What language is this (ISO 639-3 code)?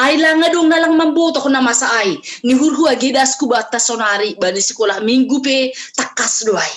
bts